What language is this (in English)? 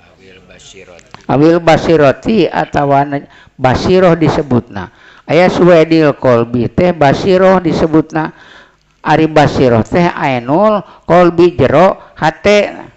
Sundanese